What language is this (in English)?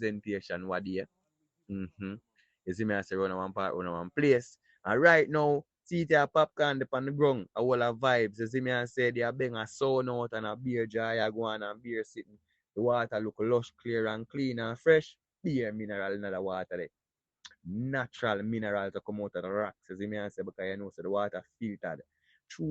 Jamaican Creole English